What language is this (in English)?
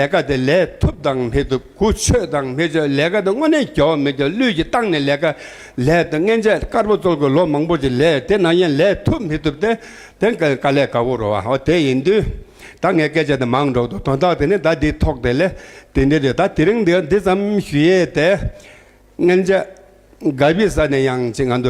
Tibetan